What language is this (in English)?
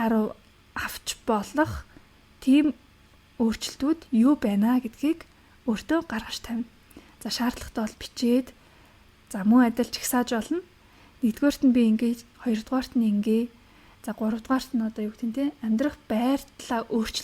Mongolian